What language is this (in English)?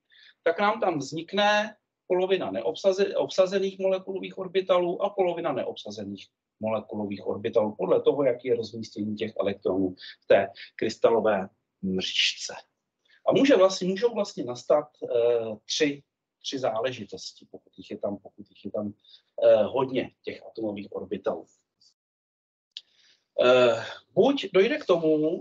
Czech